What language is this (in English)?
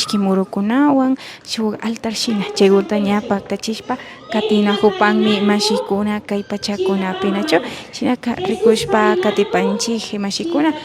Imbabura Highland Quichua